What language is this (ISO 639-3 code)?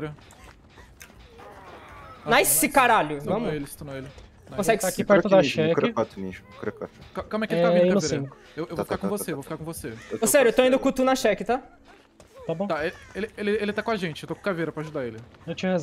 por